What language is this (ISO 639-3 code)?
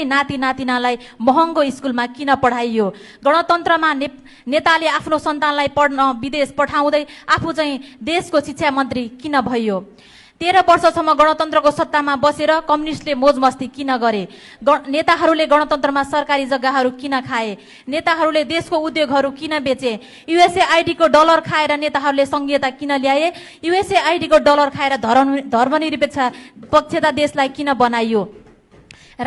nep